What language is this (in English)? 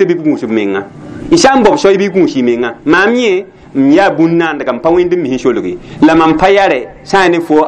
Mossi